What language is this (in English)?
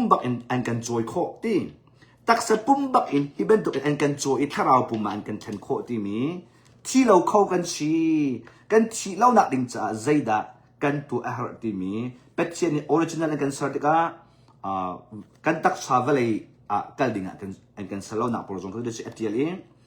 Hakha Chin